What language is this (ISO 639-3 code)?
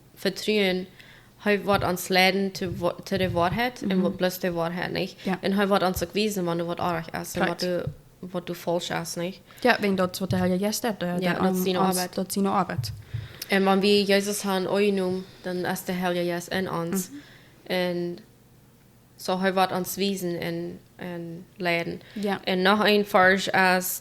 pdt